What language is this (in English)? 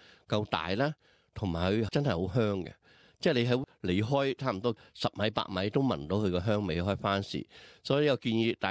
Cantonese